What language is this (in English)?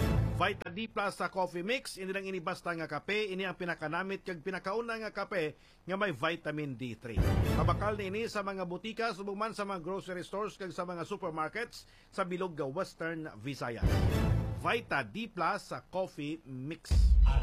Hiligaynon